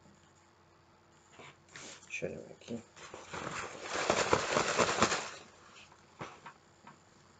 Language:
Turkish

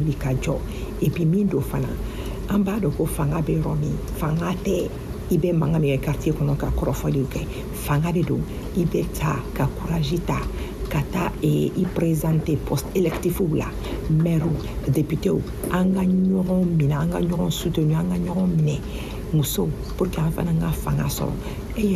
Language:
Bambara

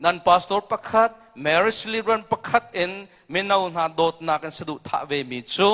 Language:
Hakha Chin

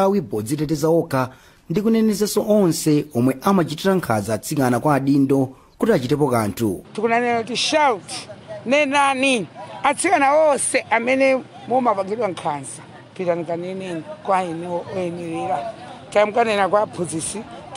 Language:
Nyanja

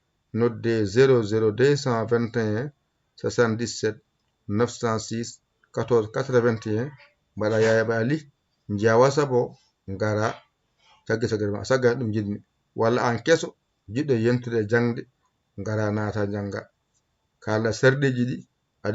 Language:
Fula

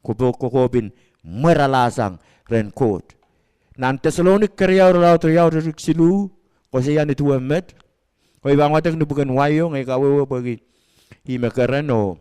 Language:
Pohnpeian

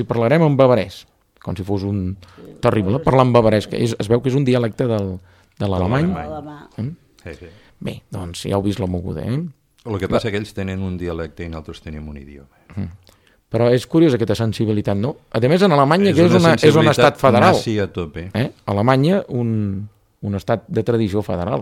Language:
Catalan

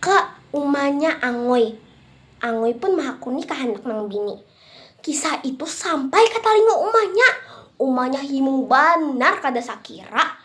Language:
Banjar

